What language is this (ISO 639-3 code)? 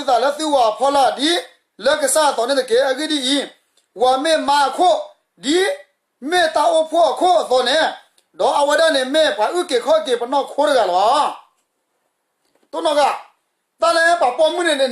ksw